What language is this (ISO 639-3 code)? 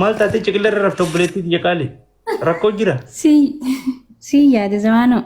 orm